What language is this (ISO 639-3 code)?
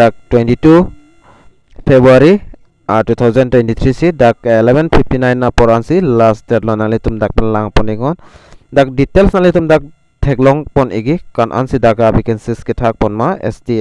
mjw